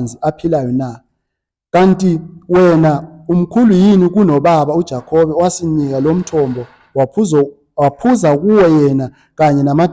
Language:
Zulu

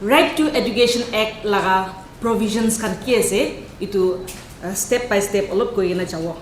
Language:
Naga Pidgin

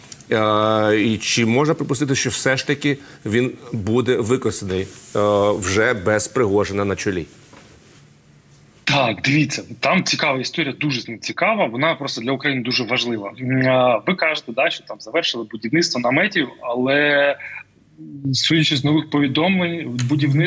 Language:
Ukrainian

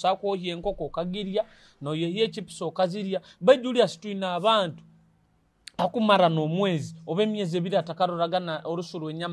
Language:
Nyoro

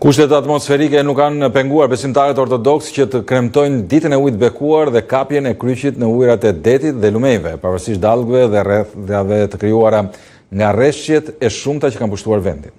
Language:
Albanian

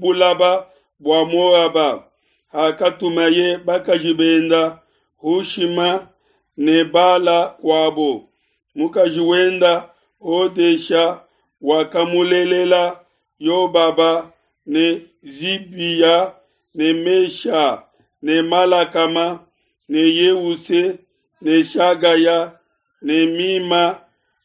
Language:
Luba-Lulua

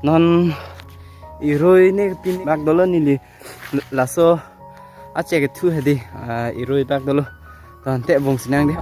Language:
Karbi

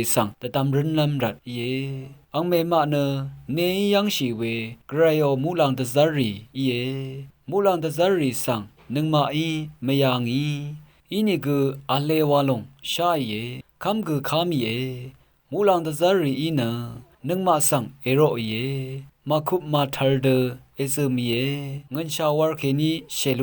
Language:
Rawang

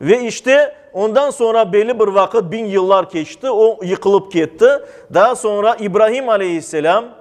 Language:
Crimean Tatar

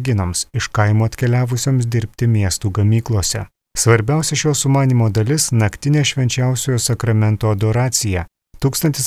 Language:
Lithuanian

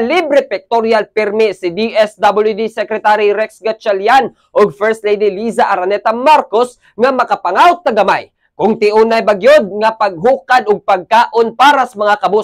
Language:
Cebuano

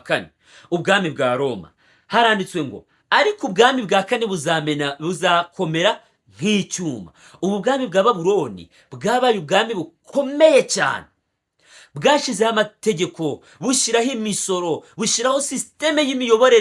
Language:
Kinyarwanda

